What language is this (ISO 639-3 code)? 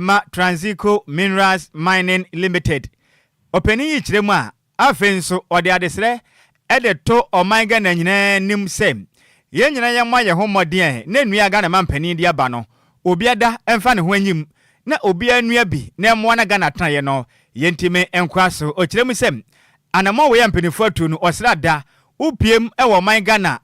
aka